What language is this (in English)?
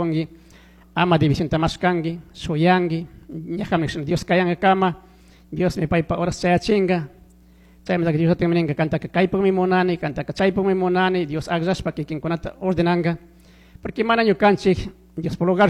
Chimborazo Highland Quichua